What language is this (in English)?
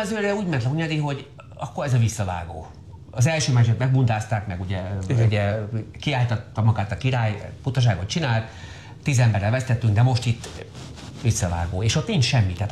Hungarian